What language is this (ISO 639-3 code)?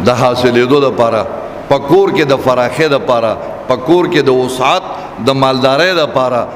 pus